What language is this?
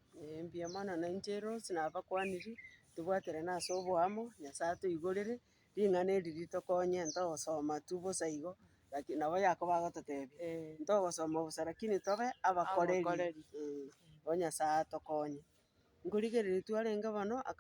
Gusii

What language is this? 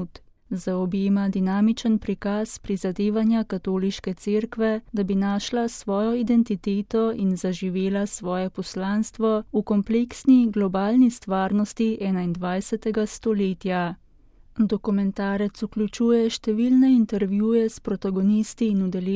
Slovenian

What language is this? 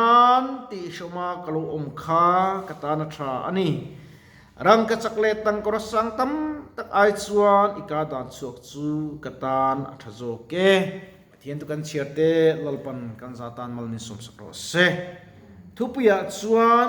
Mizo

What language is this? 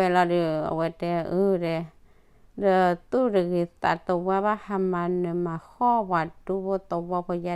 S'gaw Karen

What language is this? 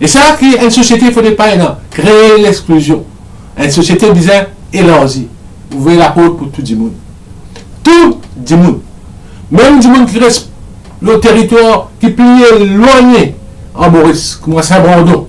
Morisyen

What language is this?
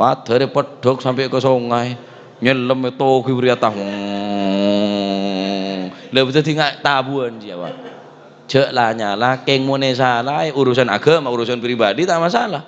Madurese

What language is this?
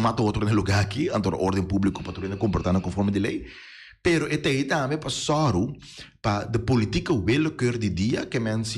Papiamento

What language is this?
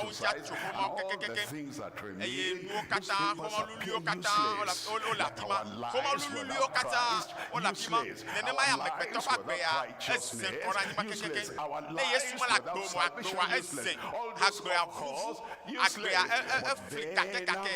Ewe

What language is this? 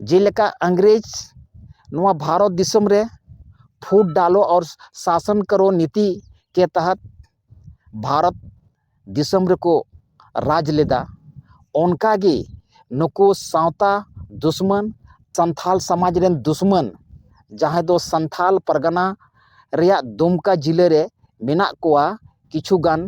Santali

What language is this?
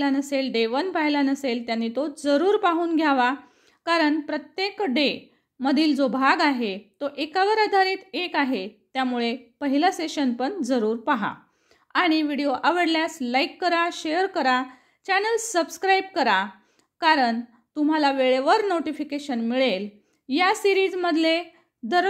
Marathi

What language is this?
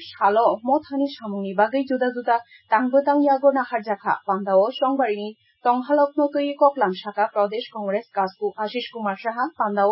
Kok Borok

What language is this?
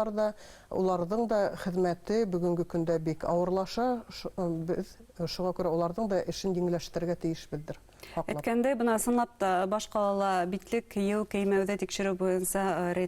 Bashkir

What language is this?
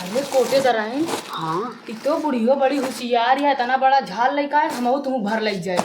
Awadhi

